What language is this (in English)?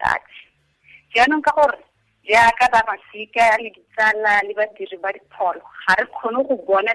Tswana